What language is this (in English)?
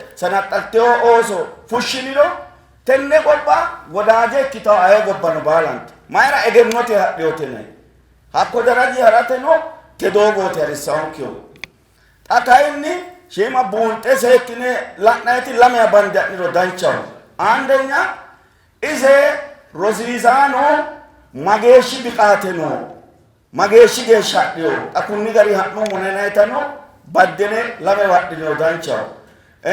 Sidamo